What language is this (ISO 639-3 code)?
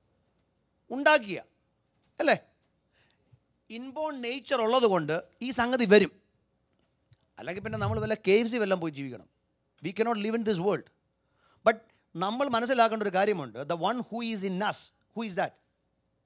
mal